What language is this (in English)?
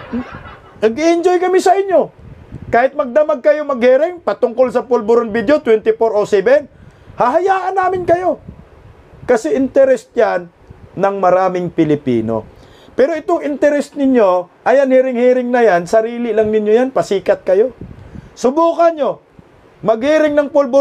Filipino